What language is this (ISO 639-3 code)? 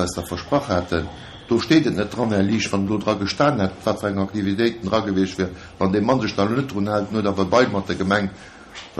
ltz